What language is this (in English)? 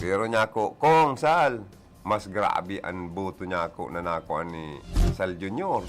Bikol